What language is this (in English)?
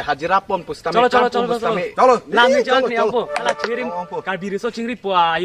Karbi